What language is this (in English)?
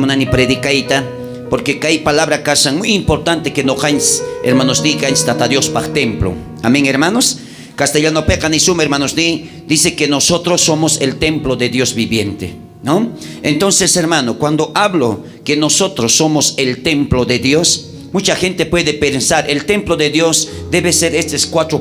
South Bolivian Quechua